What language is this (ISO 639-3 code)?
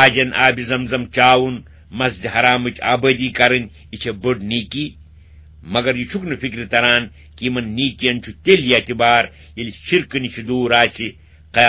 kas